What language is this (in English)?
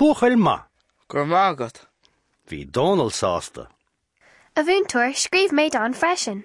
Irish